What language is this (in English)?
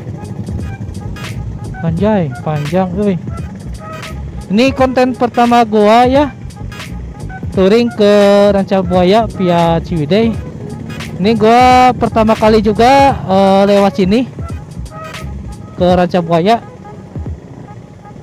Indonesian